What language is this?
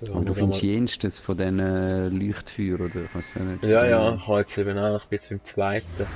Swiss German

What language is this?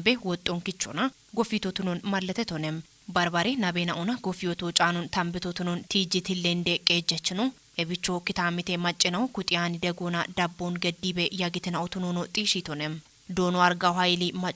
Kafa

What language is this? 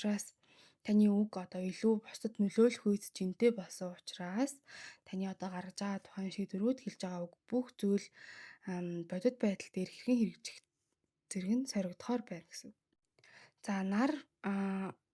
Mongolian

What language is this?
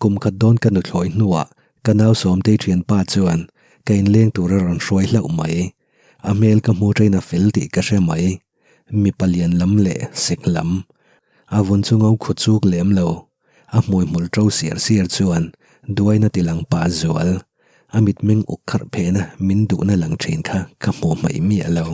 Mizo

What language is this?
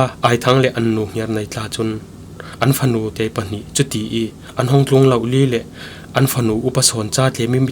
Falam Chin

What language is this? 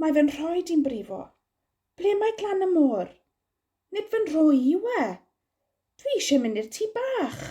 Welsh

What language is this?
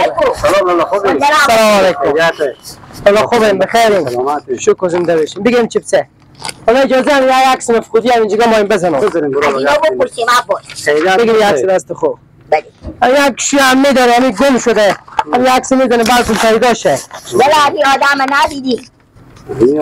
Persian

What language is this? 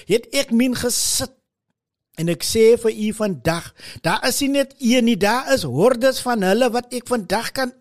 Afrikaans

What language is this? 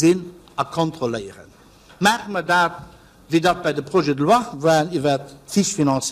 Luxembourgish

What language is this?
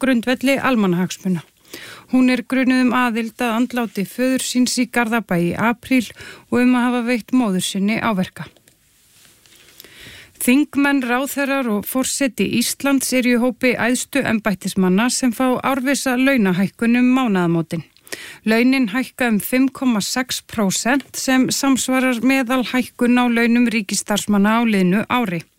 Icelandic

